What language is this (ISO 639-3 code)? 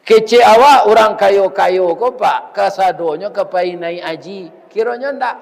min